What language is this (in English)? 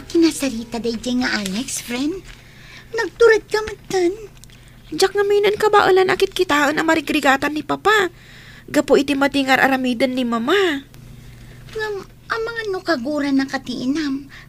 Iloko